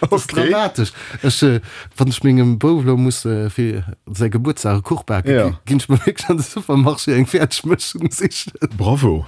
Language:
Luxembourgish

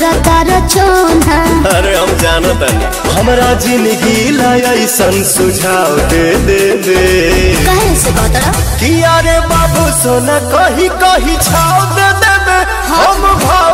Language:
Bhojpuri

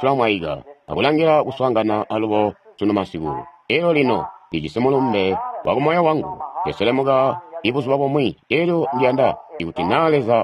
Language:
Tonga (Zambia)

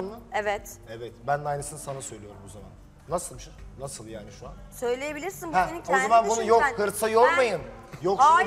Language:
Turkish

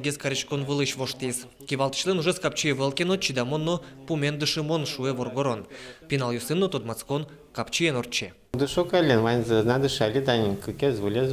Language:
Udmurt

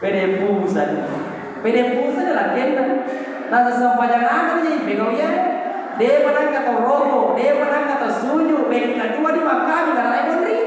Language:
Buginese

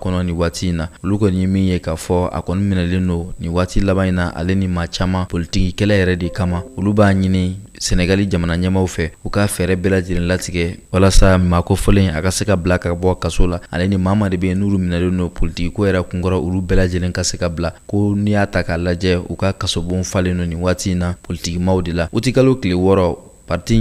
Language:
Bambara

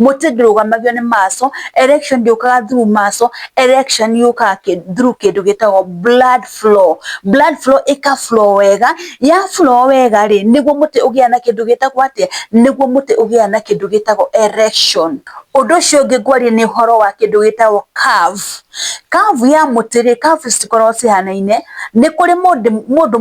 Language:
Kikuyu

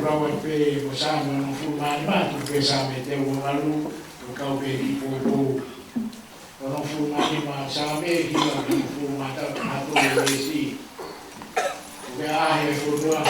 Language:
Tongan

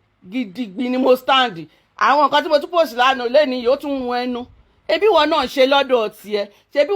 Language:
Yoruba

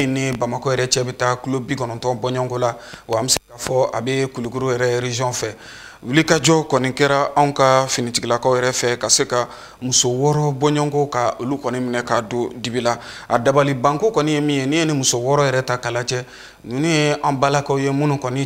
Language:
Bambara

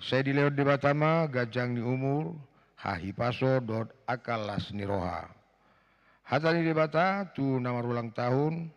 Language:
Batak Toba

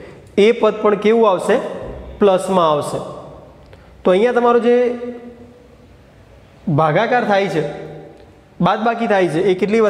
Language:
Gujarati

